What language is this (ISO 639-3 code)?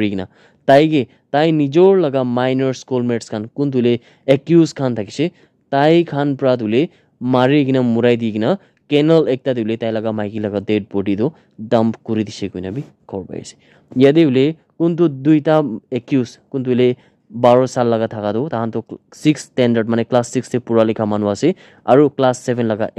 nag